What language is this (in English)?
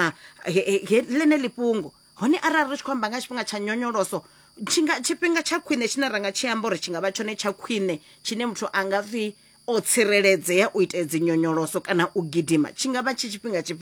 Venda